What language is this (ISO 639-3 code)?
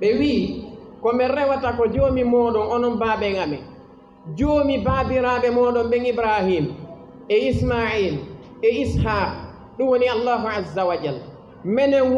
ful